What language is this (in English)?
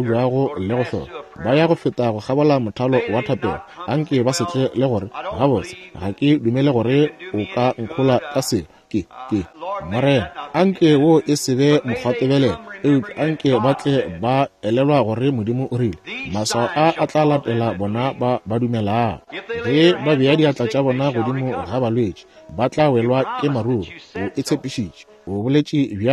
Northern Sotho